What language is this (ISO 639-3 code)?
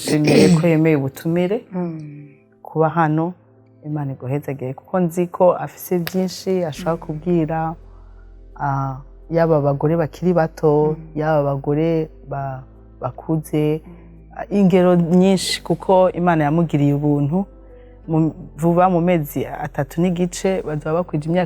run